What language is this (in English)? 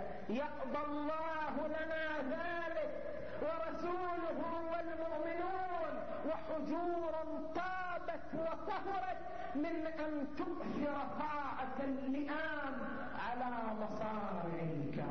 Arabic